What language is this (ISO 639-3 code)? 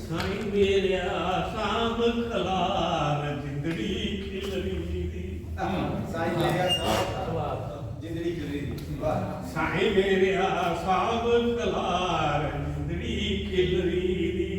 doi